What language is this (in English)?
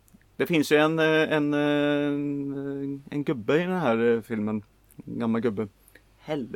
Swedish